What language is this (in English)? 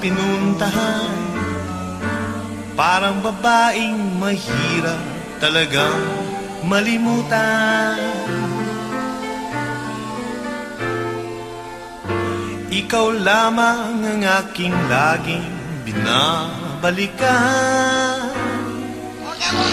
Filipino